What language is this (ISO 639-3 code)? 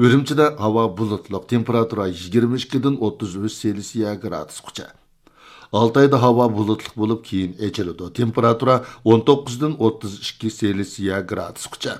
uig